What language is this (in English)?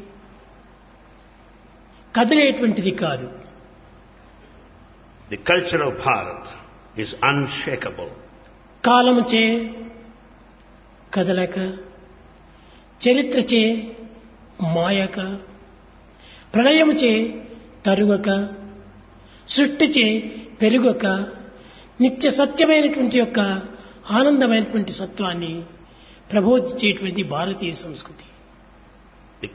Telugu